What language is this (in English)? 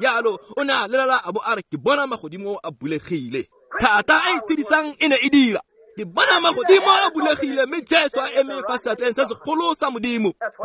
Tswana